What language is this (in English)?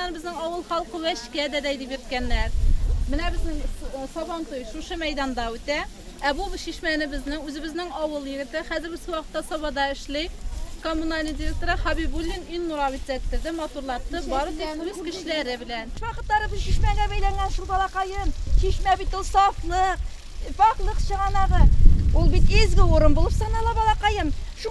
Tatar